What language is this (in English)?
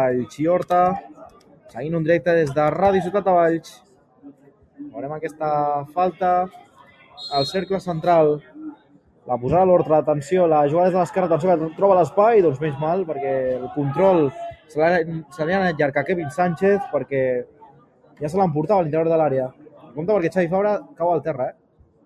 Catalan